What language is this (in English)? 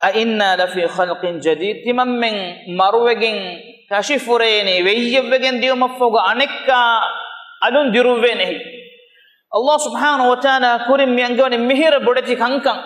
Divehi